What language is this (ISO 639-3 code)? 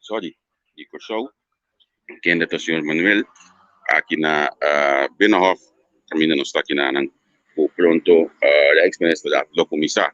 pap